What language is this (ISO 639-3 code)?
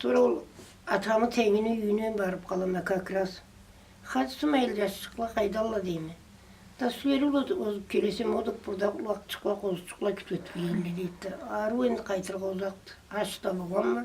krc